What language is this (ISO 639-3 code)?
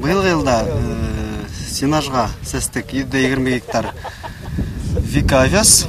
bak